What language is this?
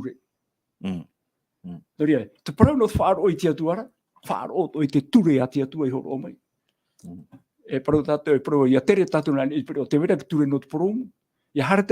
Tahitian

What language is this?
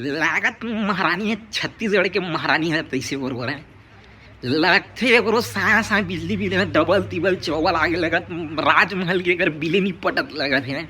Chhattisgarhi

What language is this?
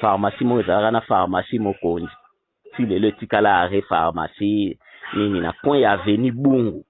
Lingala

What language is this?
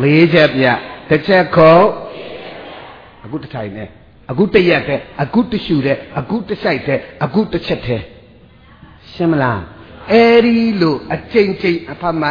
Burmese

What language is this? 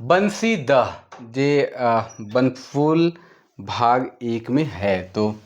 Sadri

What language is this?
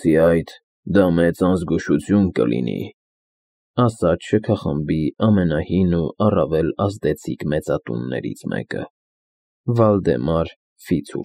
Armenian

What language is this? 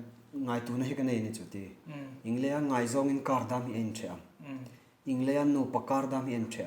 Hmar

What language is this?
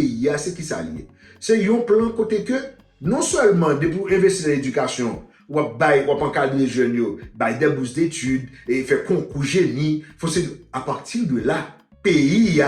Haitian Creole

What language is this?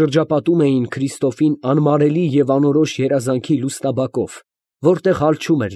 Armenian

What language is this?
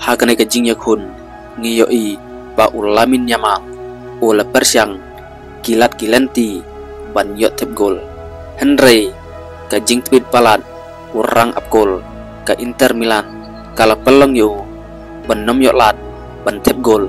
Khasi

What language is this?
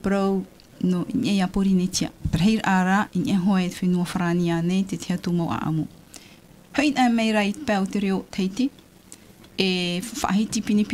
Tahitian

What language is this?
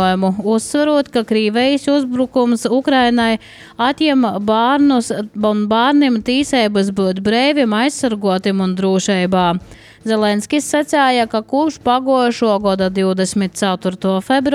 Latvian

